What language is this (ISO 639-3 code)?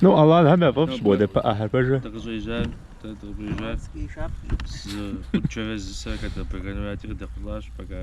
kbd